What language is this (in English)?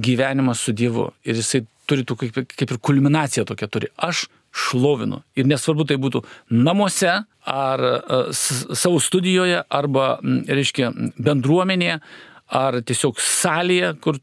Lithuanian